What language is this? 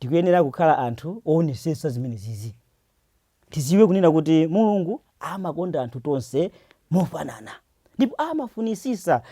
Nyanja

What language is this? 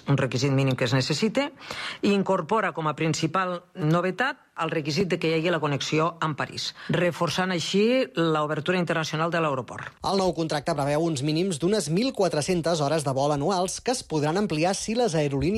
Catalan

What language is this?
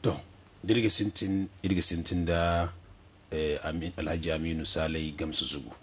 Zarma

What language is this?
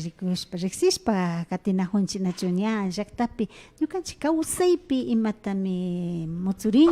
Imbabura Highland Quichua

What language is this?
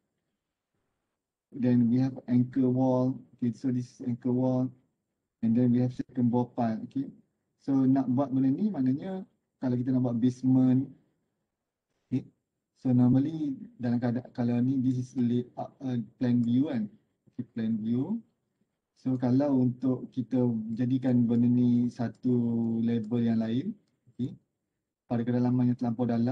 Malay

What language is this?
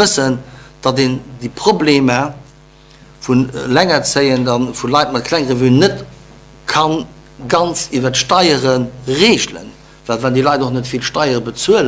Luxembourgish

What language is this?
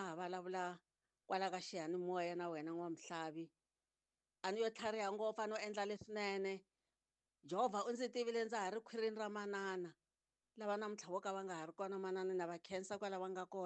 Tsonga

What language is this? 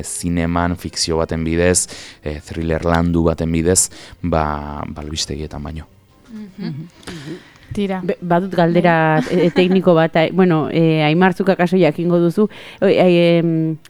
Basque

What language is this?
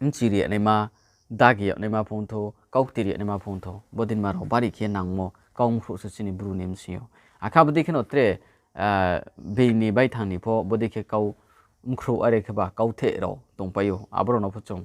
Riang (India)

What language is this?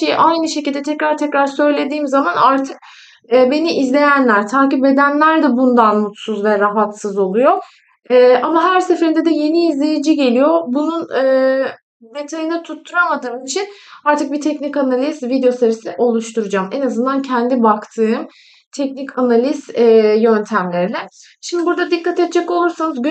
Turkish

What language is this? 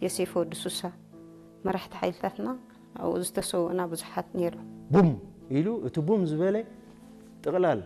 Tigrinya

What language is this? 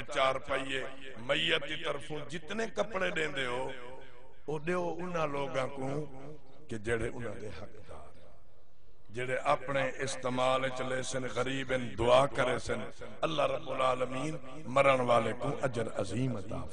Saraiki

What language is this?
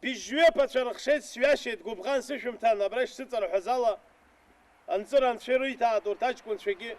Abkhazian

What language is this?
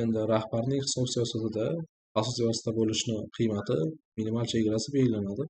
Uzbek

